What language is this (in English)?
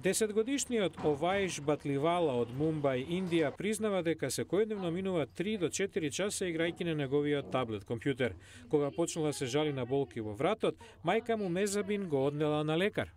Macedonian